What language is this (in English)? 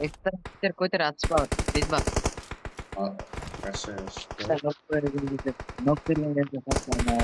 Kara-Kalpak